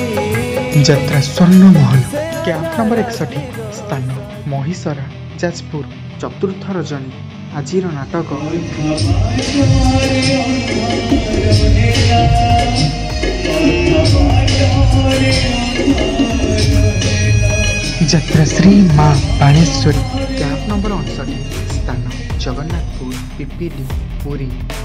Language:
Odia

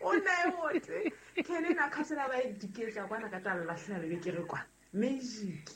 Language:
Southern Sotho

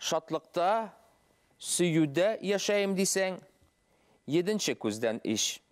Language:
Bashkir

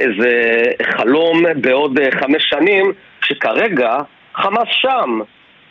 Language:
Hebrew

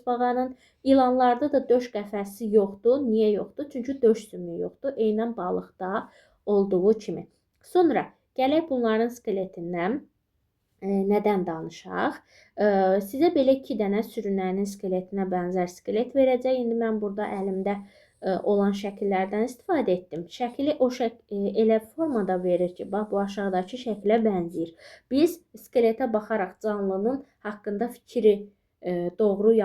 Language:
Azerbaijani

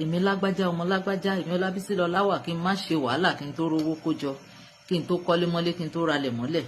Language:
Yoruba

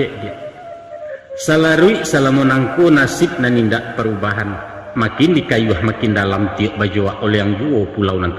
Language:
Minangkabau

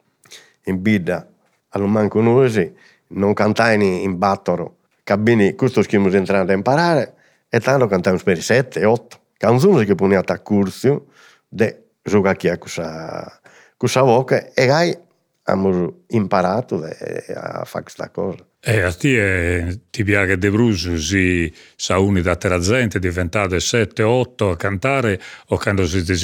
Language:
Sardinian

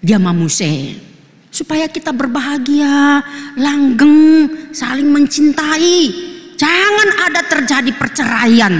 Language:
Batak Toba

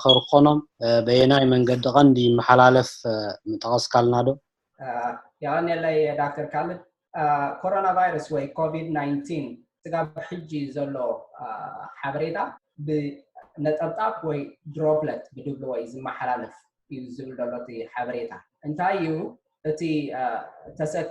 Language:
Tigrinya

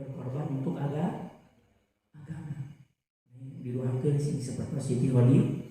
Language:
Sundanese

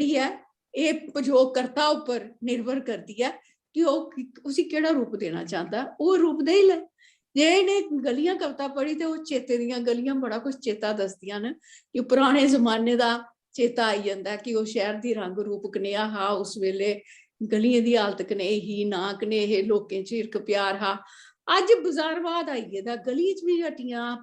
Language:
Dogri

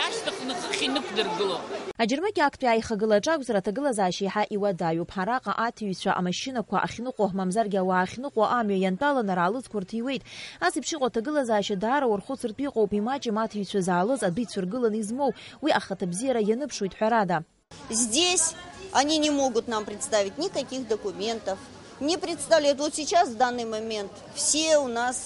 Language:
Abkhazian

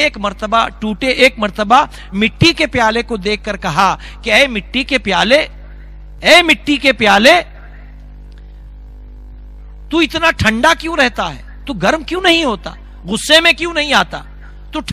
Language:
Urdu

